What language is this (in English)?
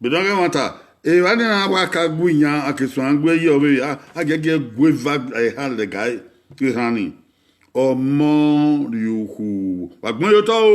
Bini